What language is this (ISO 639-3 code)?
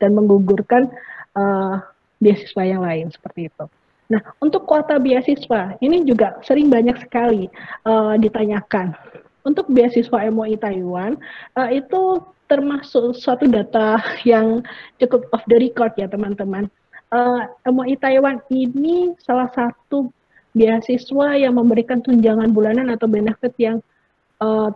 ind